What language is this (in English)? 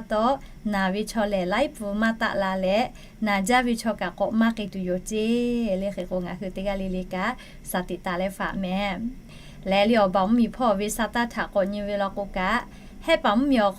Lahu